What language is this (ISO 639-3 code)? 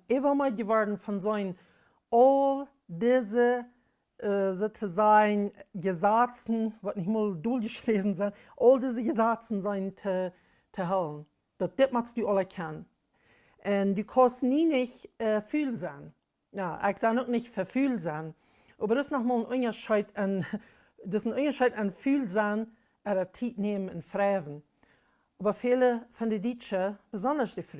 pdt